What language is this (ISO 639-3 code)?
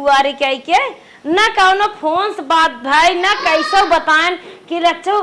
awa